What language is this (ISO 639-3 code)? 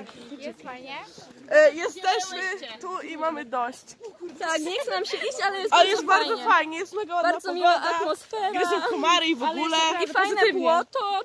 pol